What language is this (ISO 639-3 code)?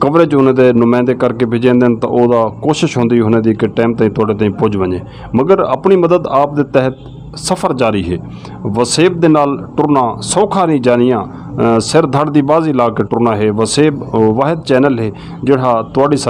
skr